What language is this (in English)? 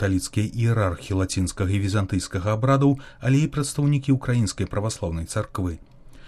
Belarusian